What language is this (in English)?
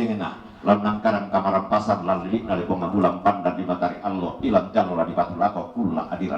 Toraja-Sa'dan